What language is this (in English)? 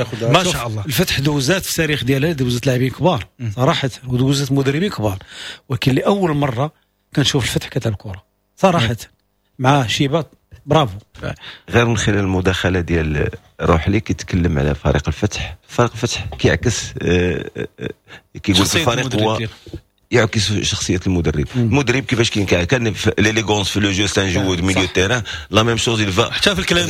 Moroccan Arabic